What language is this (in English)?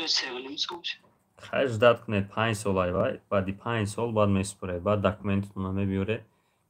Tajik